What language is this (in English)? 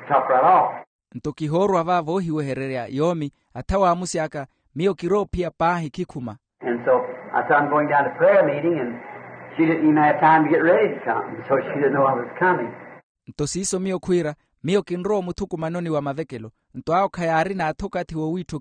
Makhuwa